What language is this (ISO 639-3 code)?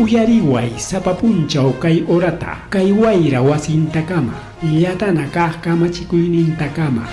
quy